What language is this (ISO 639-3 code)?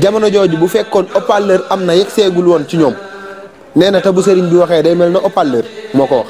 wol